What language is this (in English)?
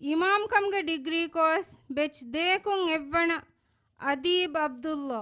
Divehi